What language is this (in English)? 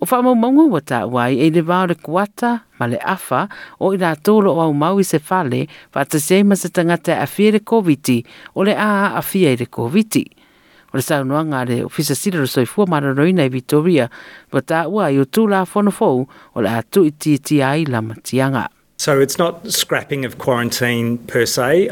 Samoan